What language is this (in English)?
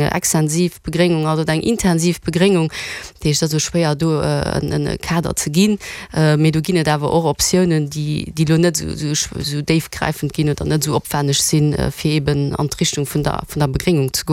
Luxembourgish